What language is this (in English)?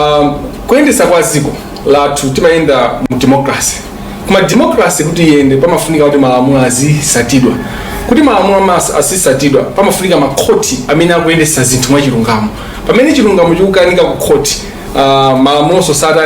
Nyanja